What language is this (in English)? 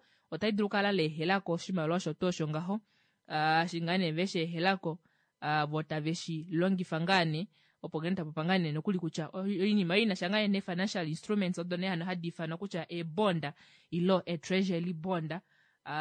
Kuanyama